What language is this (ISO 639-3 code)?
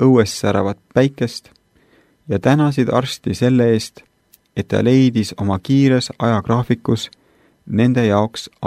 est